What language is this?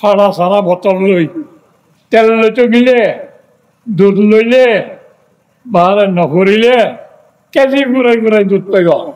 Rohingya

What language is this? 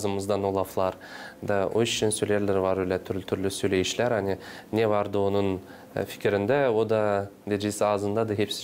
Gagauz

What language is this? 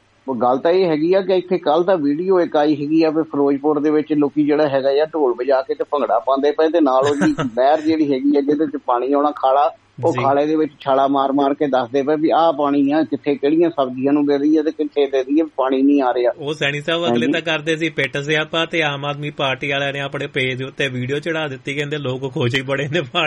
Punjabi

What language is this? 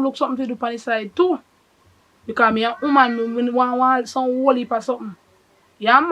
Jamaican Creole English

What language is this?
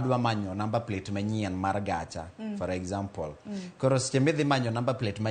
Luo (Kenya and Tanzania)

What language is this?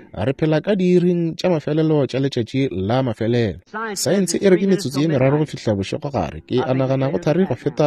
Northern Sotho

